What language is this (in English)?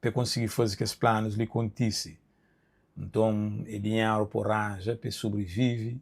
Kabuverdianu